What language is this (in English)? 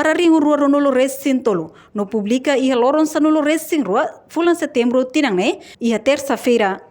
Tetum